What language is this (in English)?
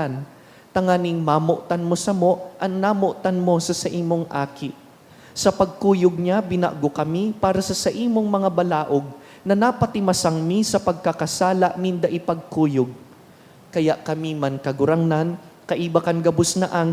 Bikol